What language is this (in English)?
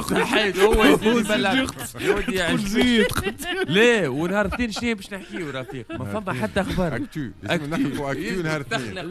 Tunisian Arabic